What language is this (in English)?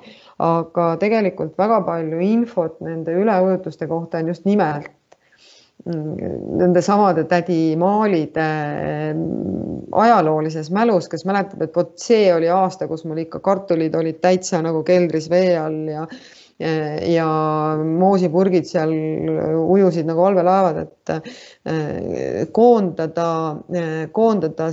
Estonian